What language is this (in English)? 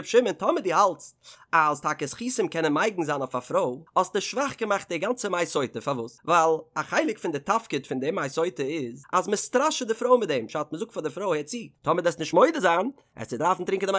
Yiddish